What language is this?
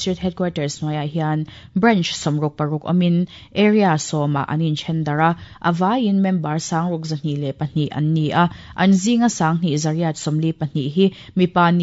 Mizo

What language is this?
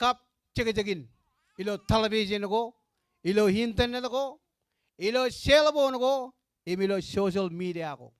Marshallese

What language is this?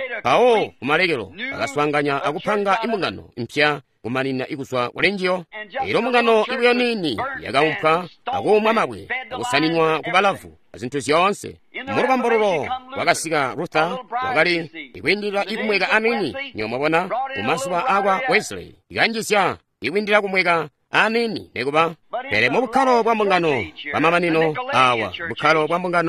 Tonga (Zambia)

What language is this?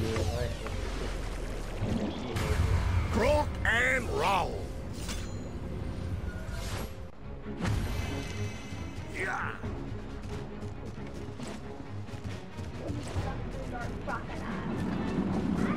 English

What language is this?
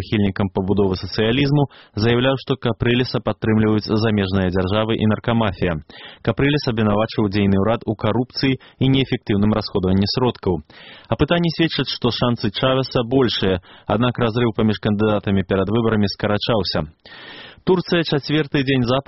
Belarusian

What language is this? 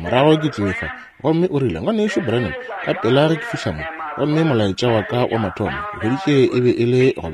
Northern Sotho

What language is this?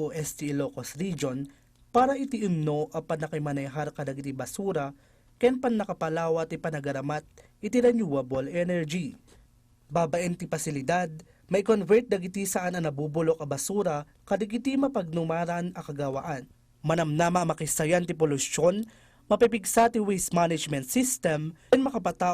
Iloko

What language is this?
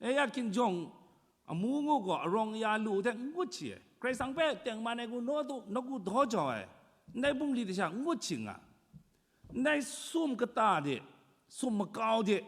Kachin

